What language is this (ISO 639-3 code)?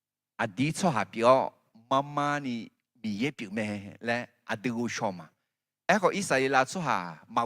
ahk